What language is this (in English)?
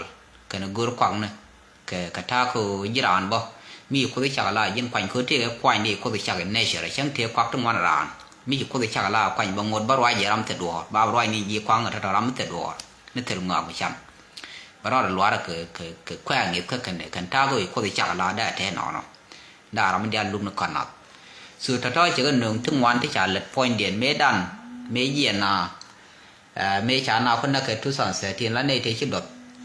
Nuer